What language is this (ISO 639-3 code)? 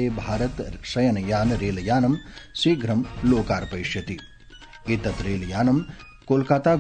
san